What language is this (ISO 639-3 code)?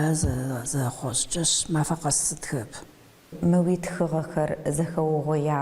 ady